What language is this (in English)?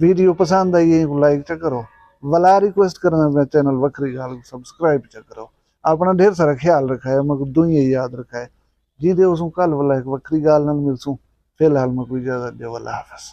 Saraiki